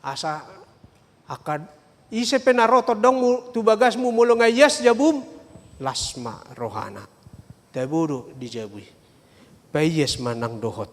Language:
Batak Toba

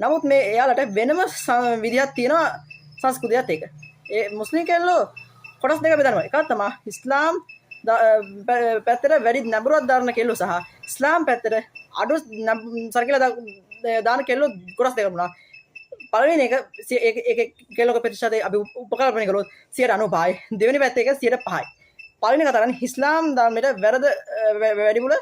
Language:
Sinhala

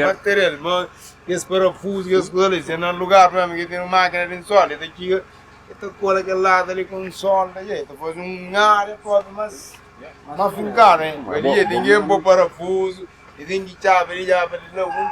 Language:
Kabuverdianu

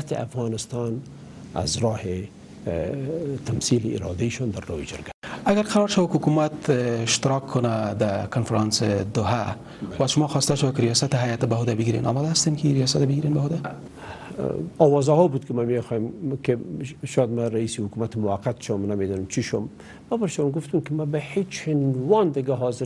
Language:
Persian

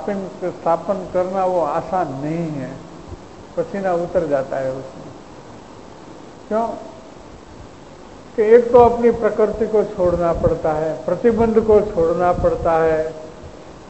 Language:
Hindi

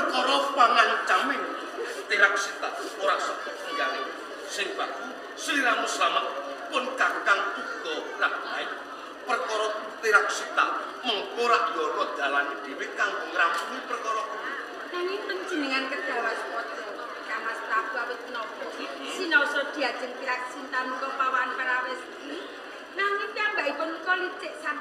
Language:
Javanese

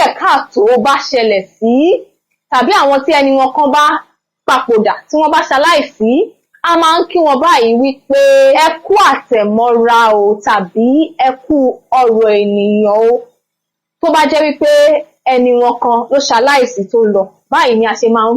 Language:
Yoruba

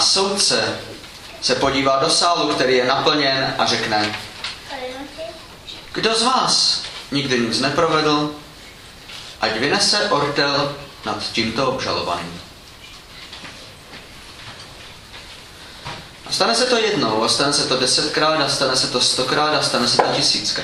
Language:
Czech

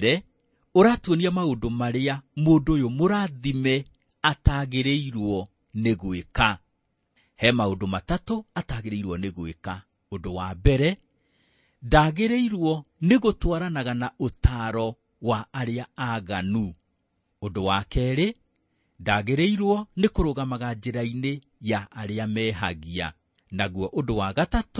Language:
Kikuyu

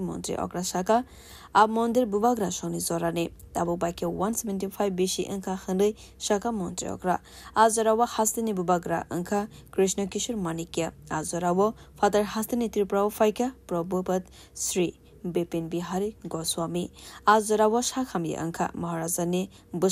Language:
Kok Borok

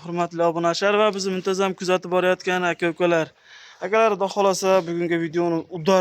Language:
Uzbek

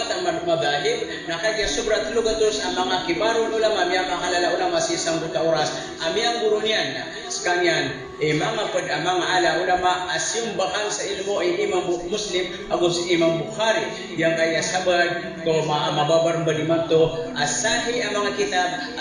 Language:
Maranao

